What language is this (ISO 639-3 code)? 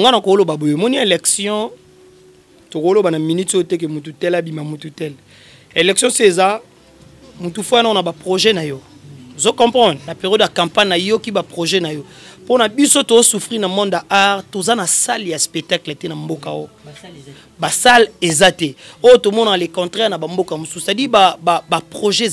lin